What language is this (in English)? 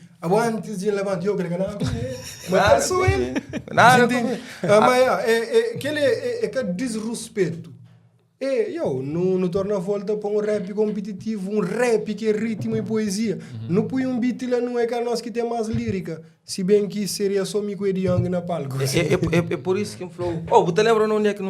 Kabuverdianu